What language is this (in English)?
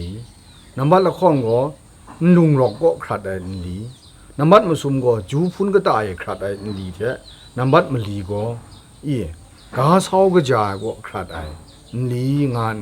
Kachin